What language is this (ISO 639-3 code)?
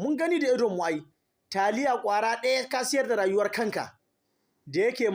hau